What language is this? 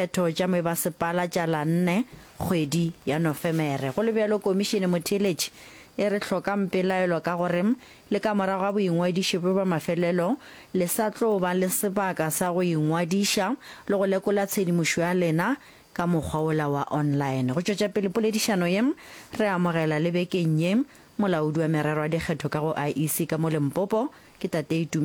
Northern Sotho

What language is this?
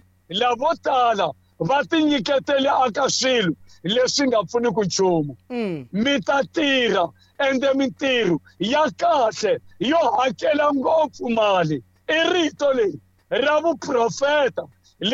Tsonga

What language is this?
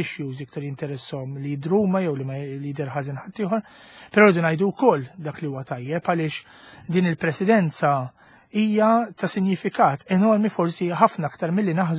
Maltese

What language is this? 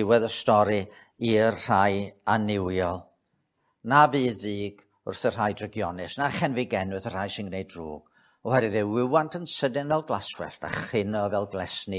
Welsh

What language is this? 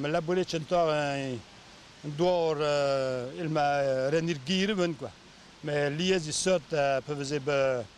Breton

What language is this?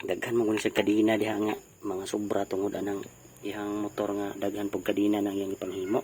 Cebuano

